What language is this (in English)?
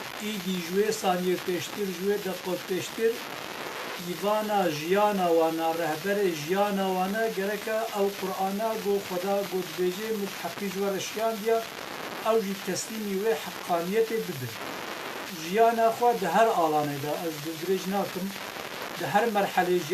Kurdish